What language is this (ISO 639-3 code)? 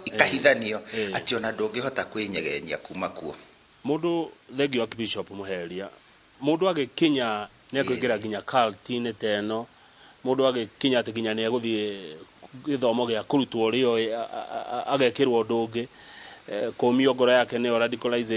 kik